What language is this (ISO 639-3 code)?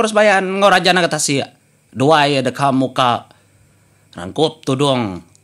iba